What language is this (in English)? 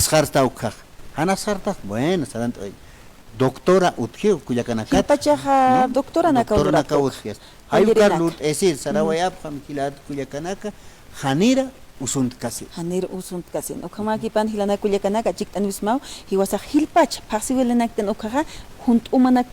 Aymara